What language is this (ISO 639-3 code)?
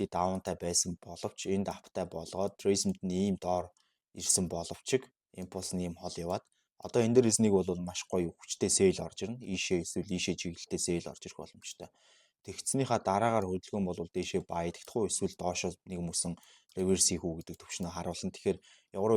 mon